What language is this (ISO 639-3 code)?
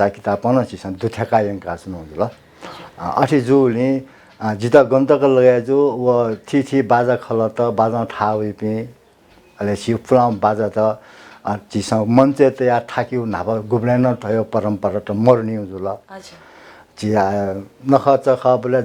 new